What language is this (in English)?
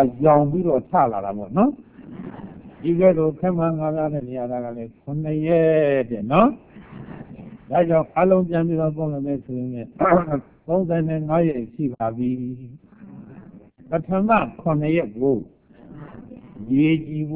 Burmese